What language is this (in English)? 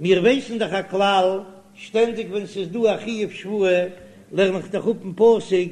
Yiddish